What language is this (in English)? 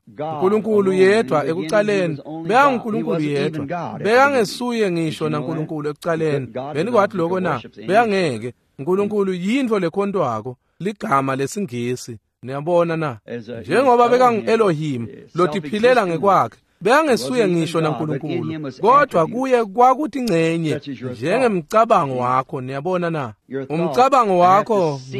Swati